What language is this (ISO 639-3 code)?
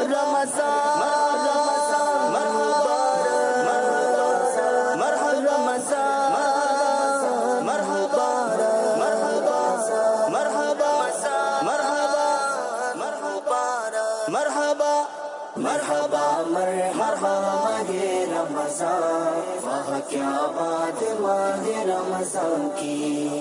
urd